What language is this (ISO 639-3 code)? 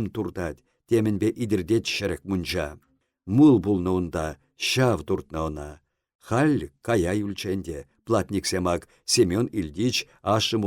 chv